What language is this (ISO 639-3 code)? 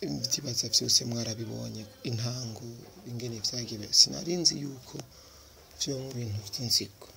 run